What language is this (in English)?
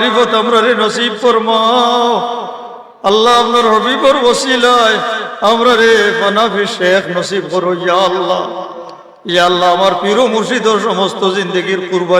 Sylheti